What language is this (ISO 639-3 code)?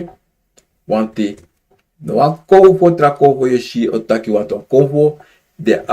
srn